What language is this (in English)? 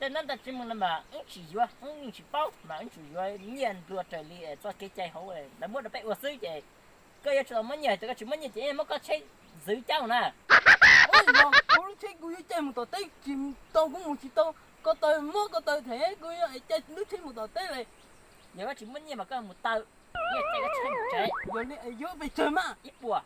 Hmong